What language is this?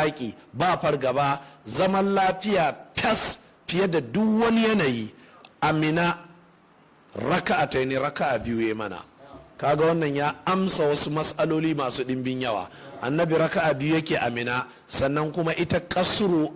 Hausa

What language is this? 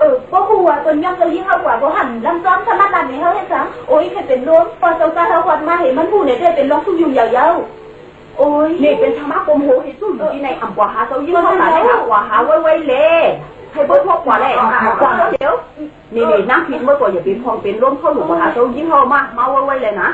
Shan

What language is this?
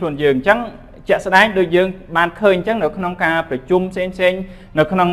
Khmer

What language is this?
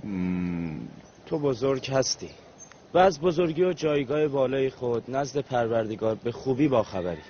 Tajik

